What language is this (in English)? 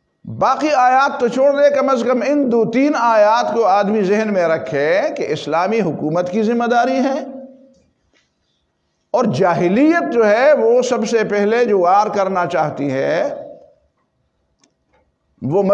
Urdu